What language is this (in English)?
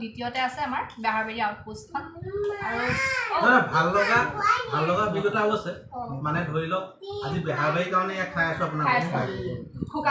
Assamese